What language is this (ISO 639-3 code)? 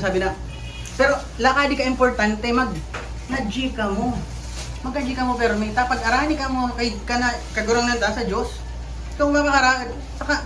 bik